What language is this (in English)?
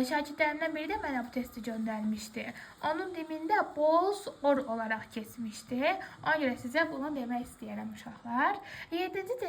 Azerbaijani